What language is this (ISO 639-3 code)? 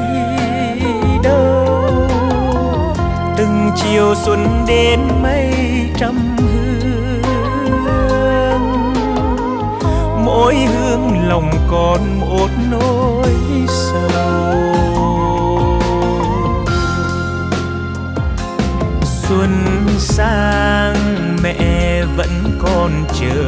vie